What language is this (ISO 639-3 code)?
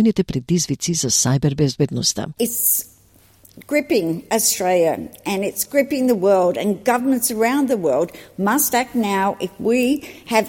mkd